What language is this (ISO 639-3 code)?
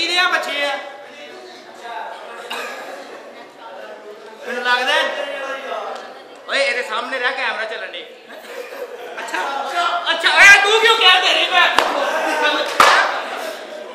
pan